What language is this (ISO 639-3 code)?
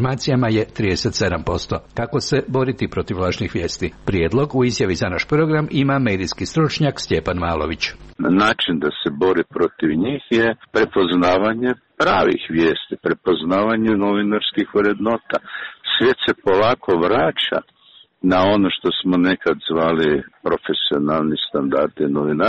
hrv